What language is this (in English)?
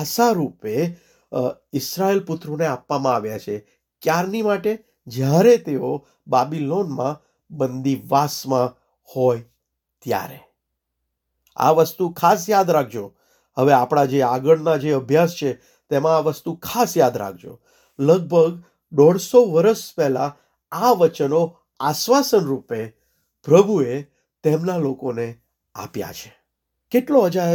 Gujarati